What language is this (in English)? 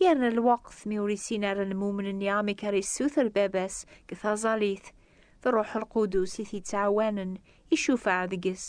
Kabyle